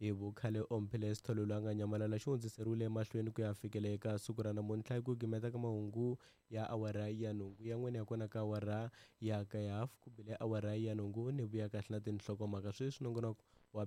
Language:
Tsonga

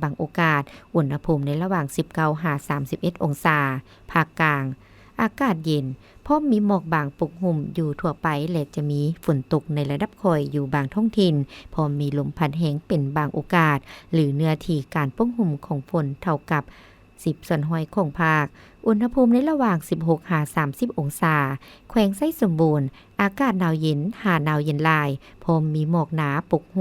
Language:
Lao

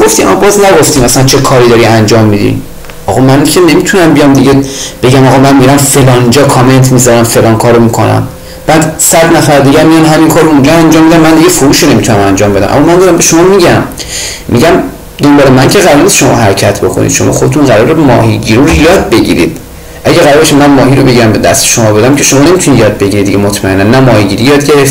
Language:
Persian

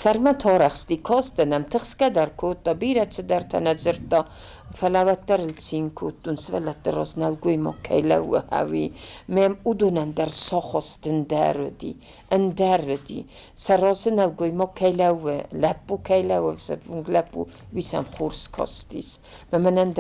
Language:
Ossetic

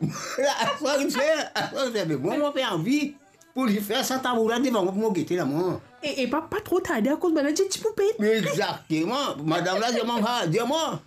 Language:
Morisyen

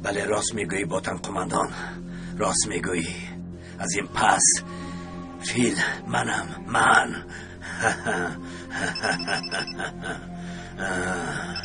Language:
Tajik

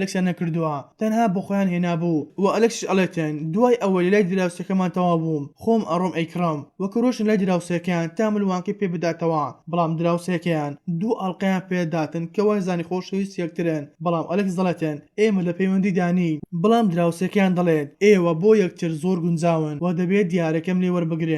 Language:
Central Kurdish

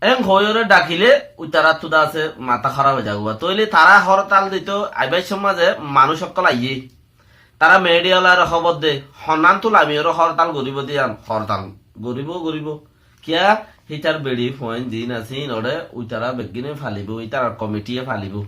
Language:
Rohingya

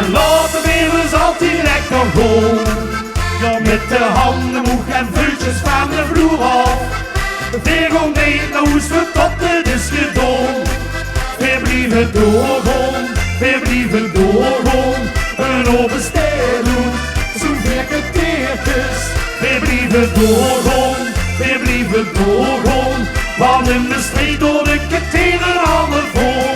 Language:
Limburgish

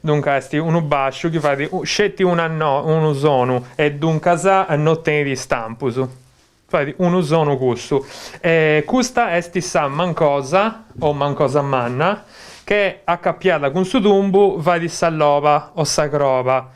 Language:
Sardinian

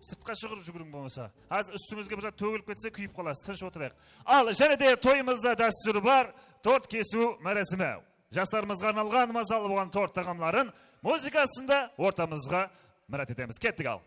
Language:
Kara-Kalpak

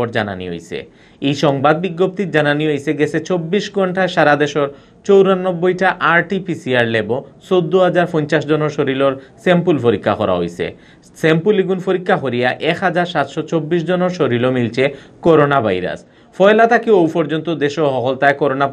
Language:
Sylheti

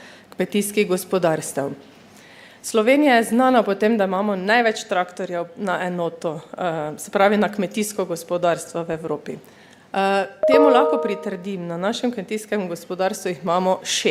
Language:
Slovenian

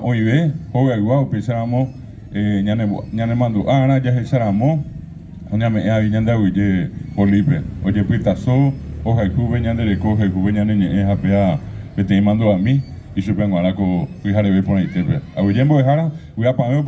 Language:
Guarani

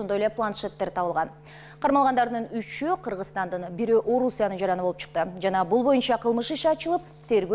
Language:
Kyrgyz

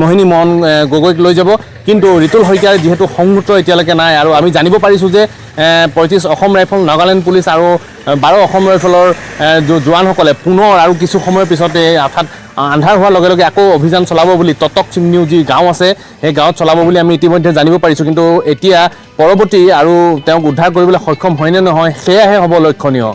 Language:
Assamese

